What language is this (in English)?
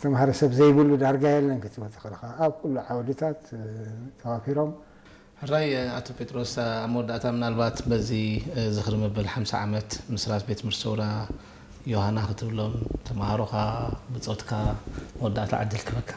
Tigrinya